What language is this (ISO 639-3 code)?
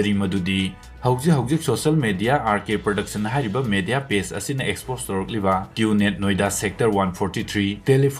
mni